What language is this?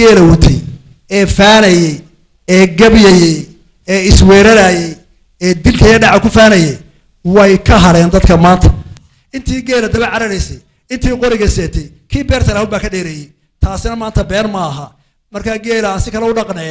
Somali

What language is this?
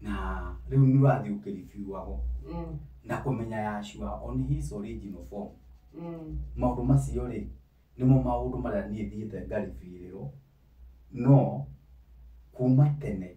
Kikuyu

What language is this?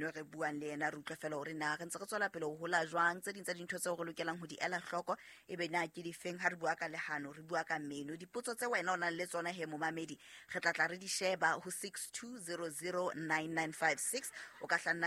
Southern Sotho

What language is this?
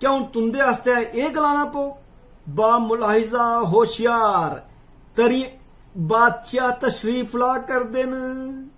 Dogri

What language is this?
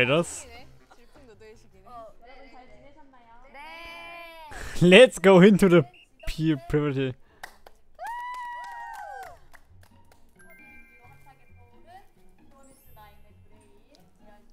Korean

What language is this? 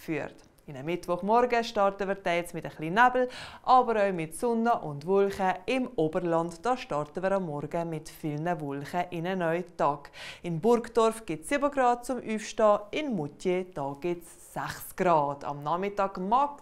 Swiss German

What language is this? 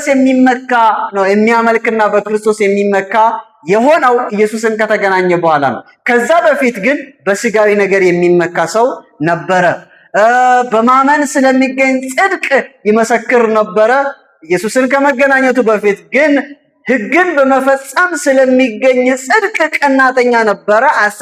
Amharic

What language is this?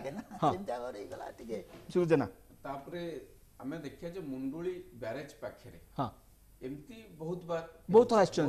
Odia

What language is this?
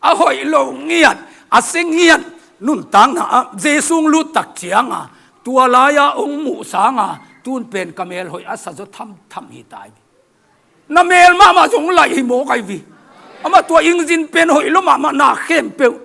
Tedim Chin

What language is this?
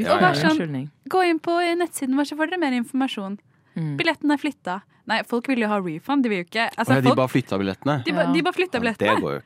Norwegian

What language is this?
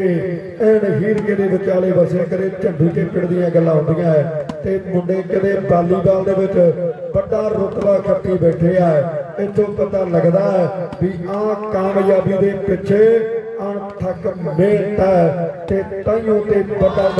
Punjabi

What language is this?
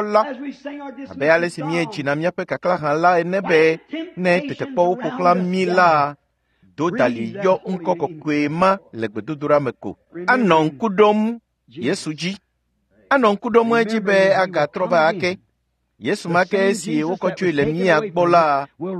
Ewe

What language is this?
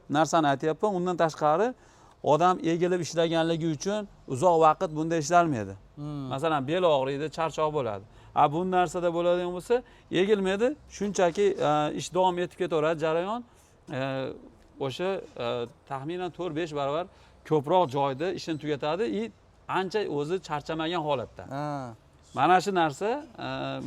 Uzbek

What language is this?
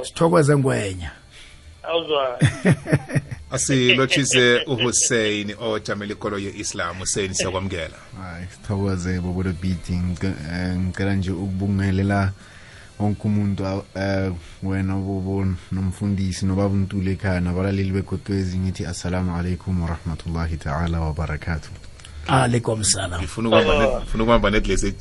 South Ndebele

